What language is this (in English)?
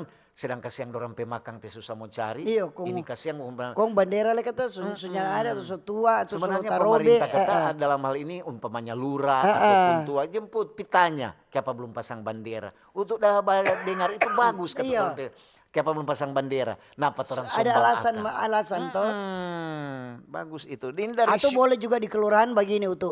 Manado Malay